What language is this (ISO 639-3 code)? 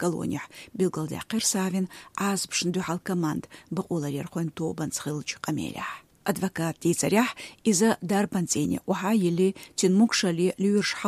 che